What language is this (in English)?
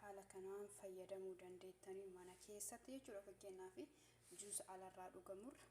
Oromo